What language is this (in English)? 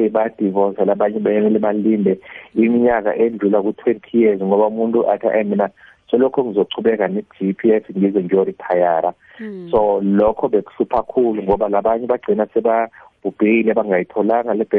South Ndebele